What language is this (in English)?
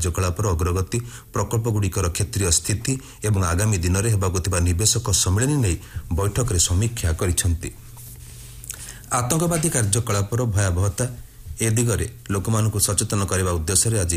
Odia